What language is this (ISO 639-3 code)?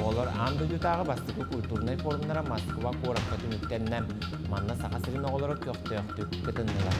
sah